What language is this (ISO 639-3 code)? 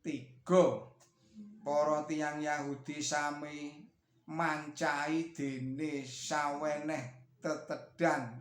jav